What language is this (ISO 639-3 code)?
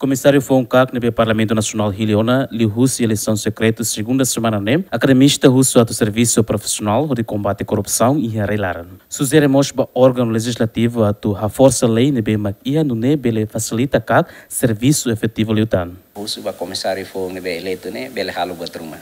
tet